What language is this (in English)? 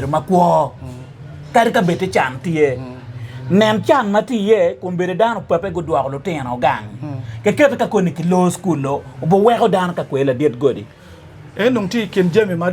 Acoli